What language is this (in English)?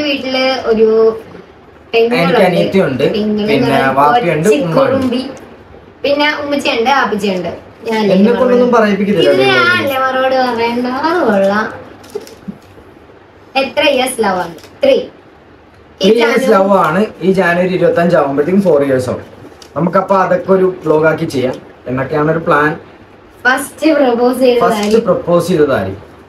Malayalam